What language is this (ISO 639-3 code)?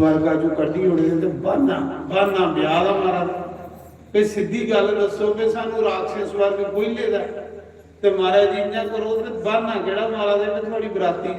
doi